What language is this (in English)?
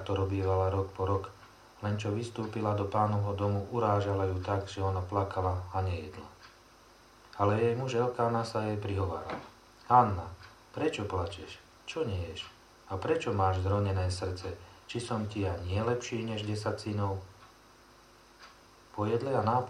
Slovak